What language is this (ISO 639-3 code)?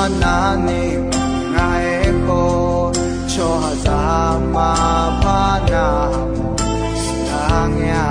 ahk